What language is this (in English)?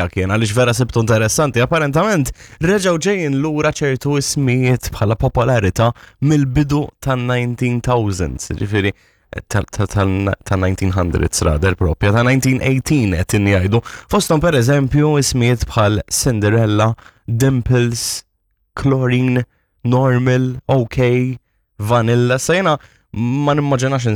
Maltese